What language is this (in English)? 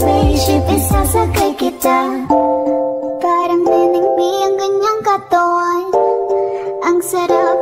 Filipino